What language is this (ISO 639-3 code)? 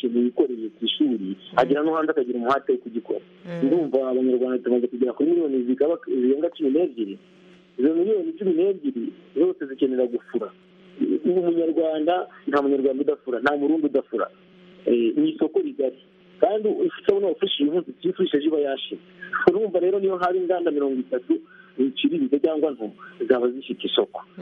kin